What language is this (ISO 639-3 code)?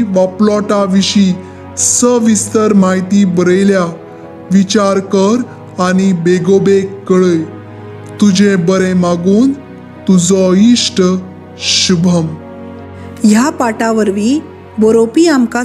kok